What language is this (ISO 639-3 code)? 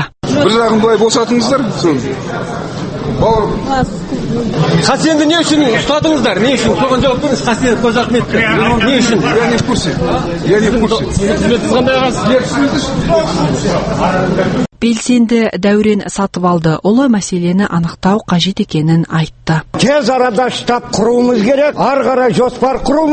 kaz